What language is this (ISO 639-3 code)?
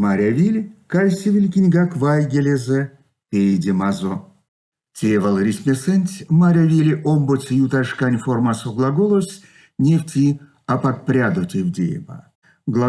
myv